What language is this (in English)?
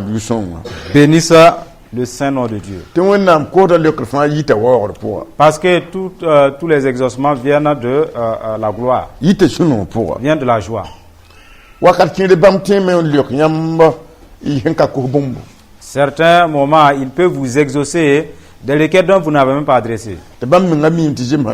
Mossi